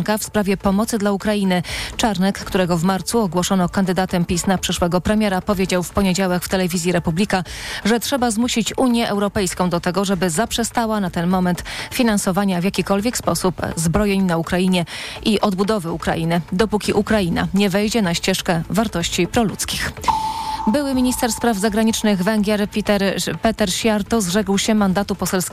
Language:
Polish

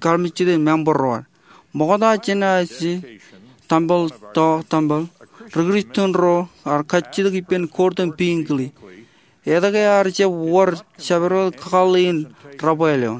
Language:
Marshallese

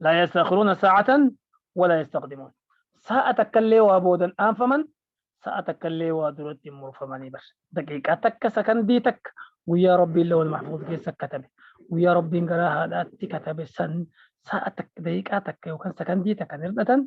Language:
Oromo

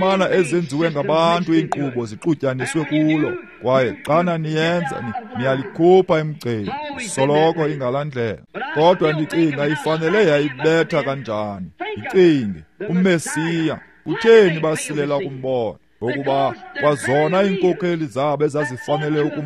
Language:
Xhosa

